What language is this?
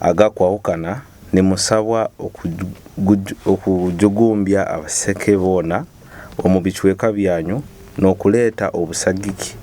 Nyoro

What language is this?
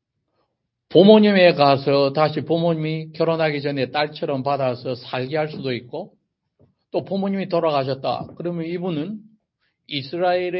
Korean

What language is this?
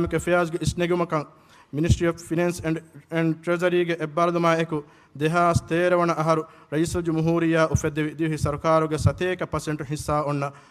Divehi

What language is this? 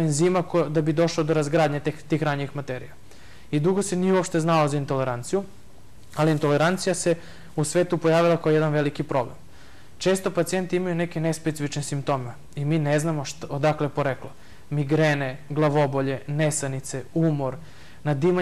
Serbian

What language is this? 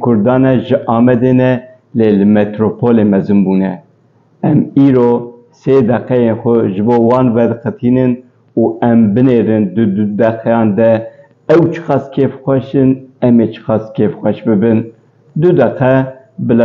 Kurdish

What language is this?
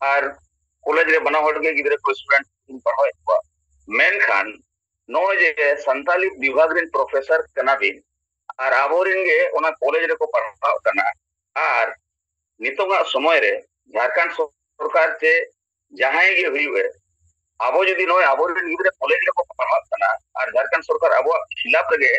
Santali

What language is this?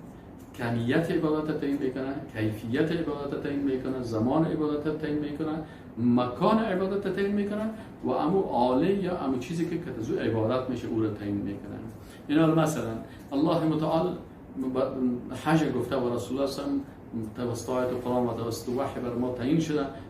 Persian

